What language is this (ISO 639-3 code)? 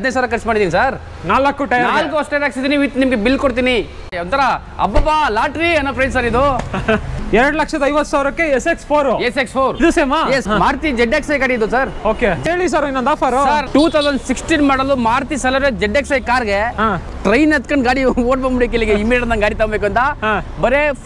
kan